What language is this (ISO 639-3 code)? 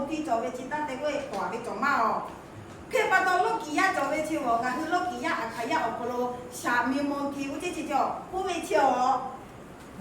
lhu